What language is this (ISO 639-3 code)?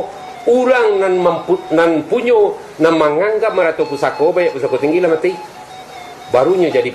min